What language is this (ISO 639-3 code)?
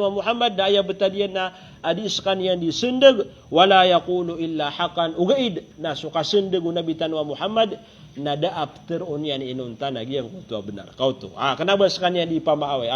mrw